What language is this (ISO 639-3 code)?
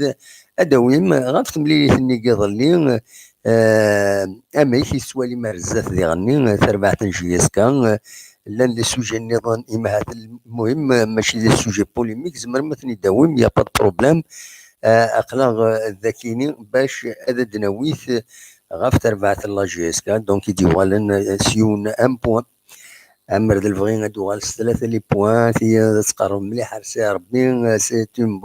kab